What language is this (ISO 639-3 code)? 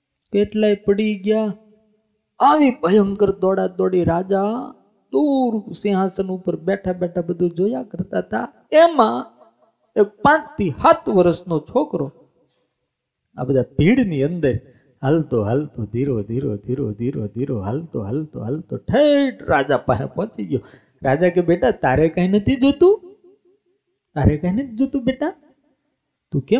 guj